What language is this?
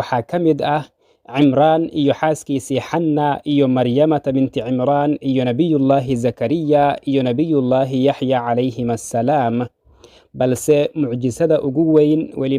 Somali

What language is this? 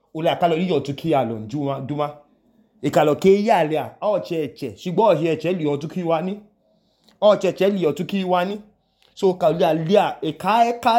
Idoma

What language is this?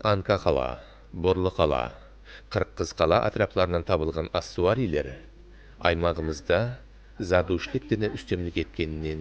Kara-Kalpak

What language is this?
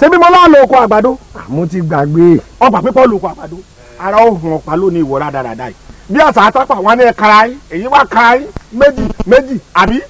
Yoruba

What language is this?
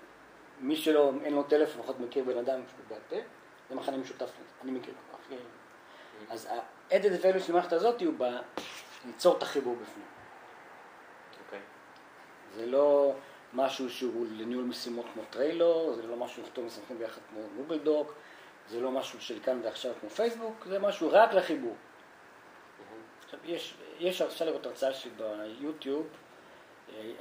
Hebrew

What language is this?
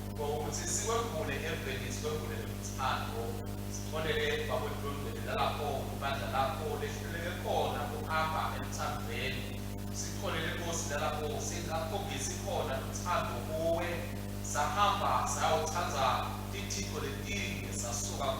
Swati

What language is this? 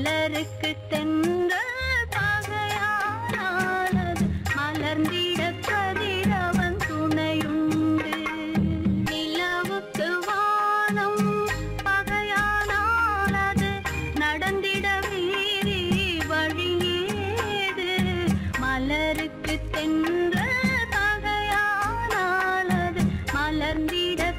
Tamil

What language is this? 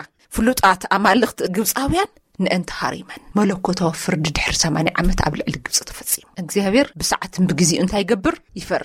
Tigrinya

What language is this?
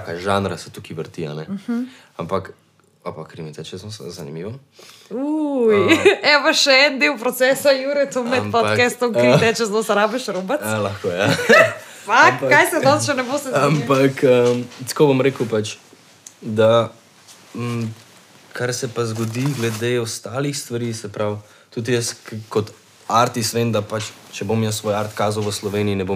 Slovenian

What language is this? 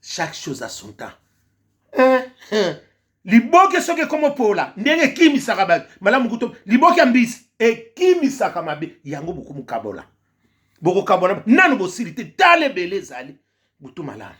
Lingala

